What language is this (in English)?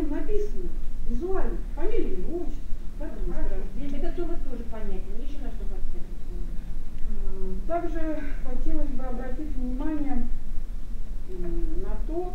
Russian